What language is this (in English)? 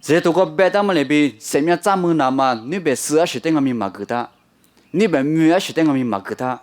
Lisu